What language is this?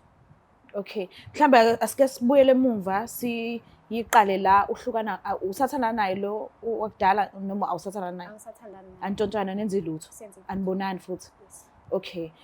Zulu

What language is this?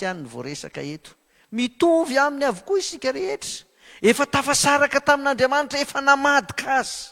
Malagasy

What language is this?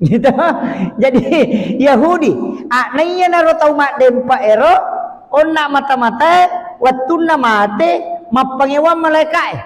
Buginese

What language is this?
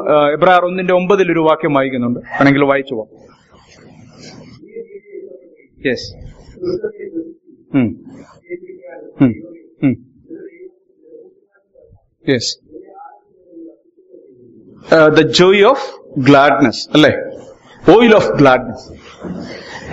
Malayalam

